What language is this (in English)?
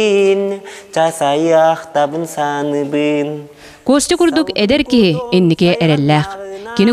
Yakut